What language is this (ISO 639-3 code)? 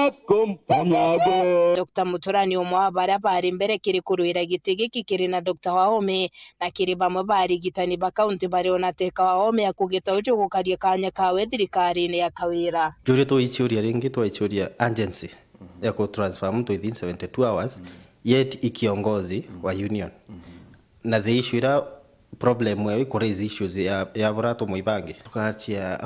mer